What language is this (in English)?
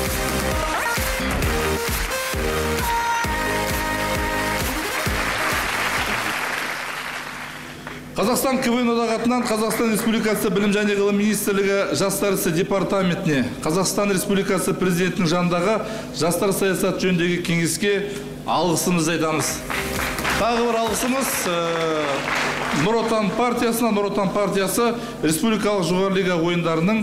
Kazakh